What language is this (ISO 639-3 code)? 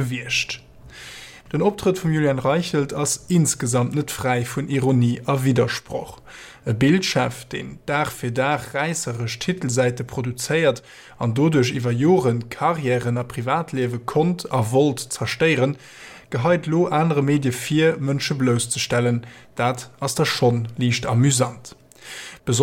ltz